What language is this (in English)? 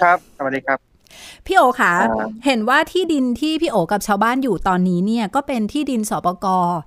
Thai